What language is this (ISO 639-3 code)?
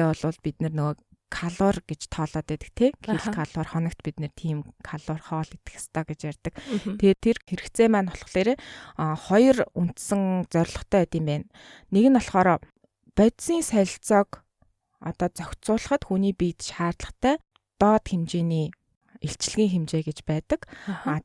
mon